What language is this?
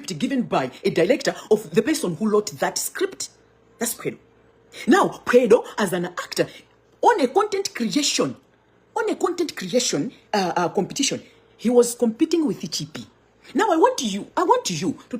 Nyanja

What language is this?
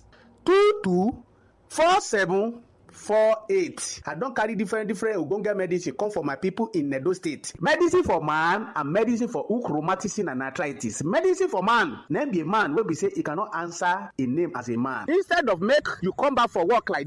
Nigerian Pidgin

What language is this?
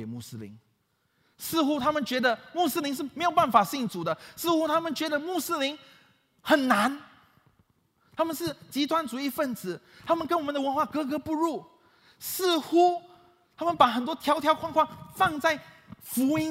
Chinese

